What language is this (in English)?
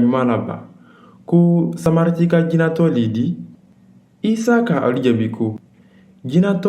Mandingo